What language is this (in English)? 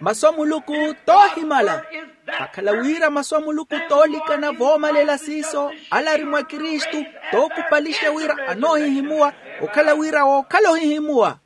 Makhuwa